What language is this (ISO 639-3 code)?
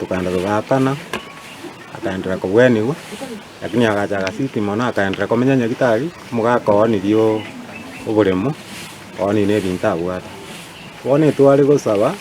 guz